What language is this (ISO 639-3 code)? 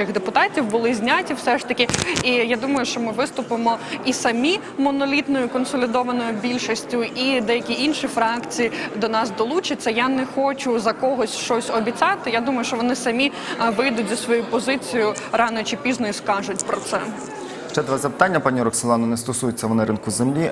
ukr